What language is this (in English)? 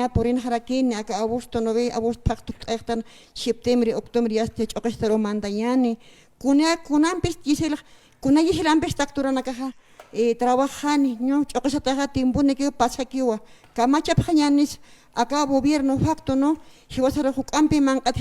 Aymara